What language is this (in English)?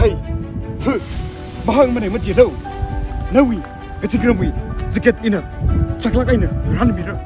Tangkhul Naga (India)